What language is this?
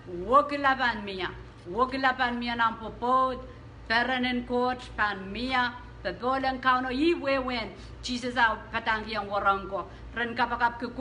Pohnpeian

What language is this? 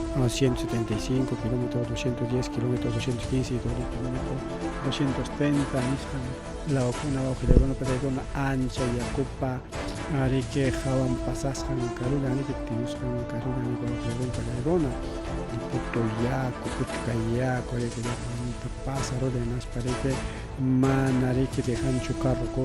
Ayacucho Quechua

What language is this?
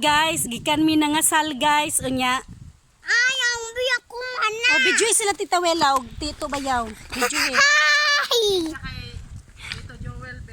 Cebuano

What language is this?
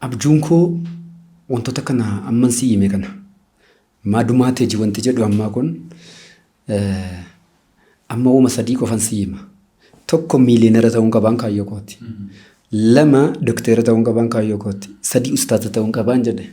Oromo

